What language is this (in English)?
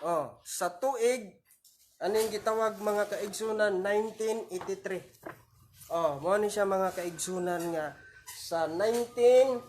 Cebuano